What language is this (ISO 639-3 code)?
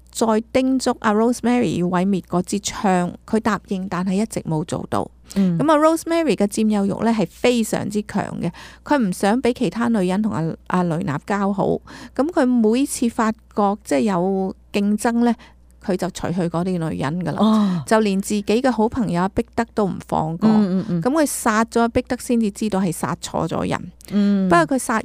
yue